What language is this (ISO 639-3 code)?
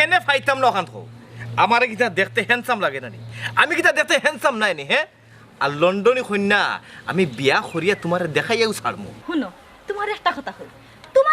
syl